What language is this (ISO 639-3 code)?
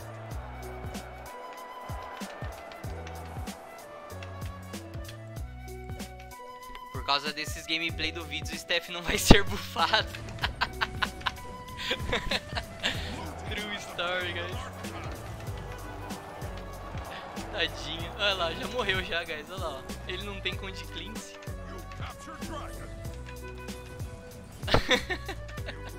por